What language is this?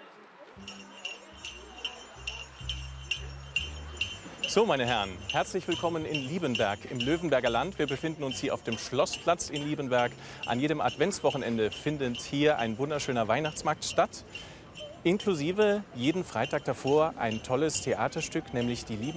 German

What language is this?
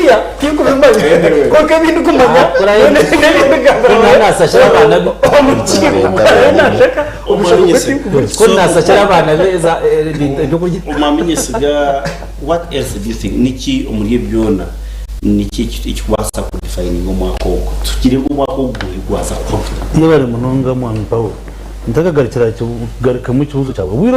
Nyankole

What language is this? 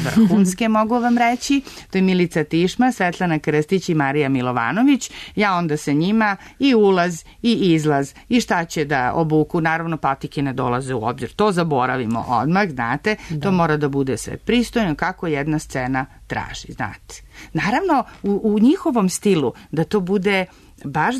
Serbian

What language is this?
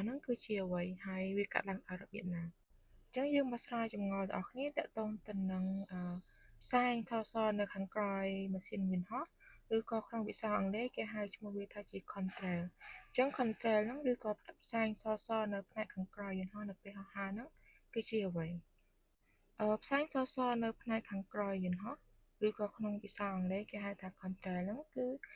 Khmer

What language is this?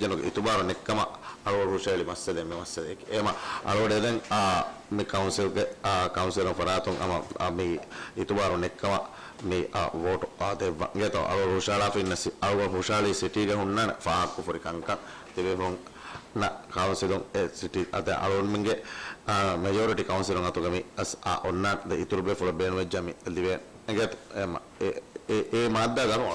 Divehi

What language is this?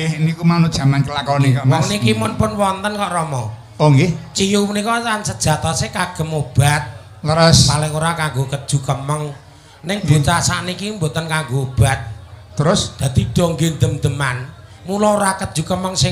Javanese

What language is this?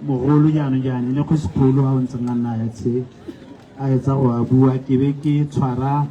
Tswana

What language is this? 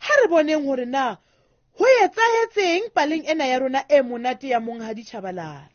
Southern Sotho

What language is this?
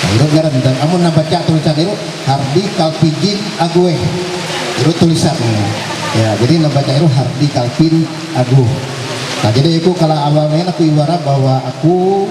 Ma'anyan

